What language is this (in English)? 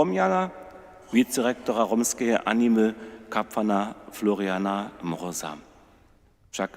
Upper Sorbian